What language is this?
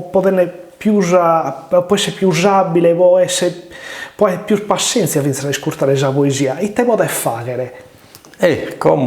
Sardinian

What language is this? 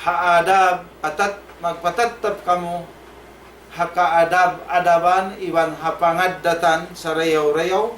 Tausug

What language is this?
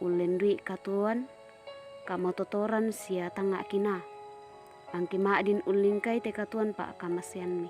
Toraja-Sa'dan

